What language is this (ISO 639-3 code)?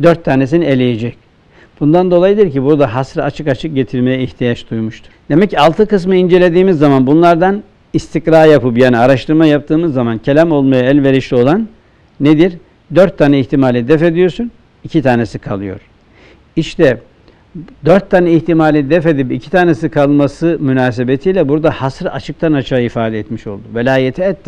tur